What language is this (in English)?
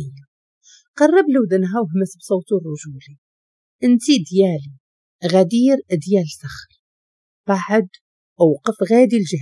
Moroccan Arabic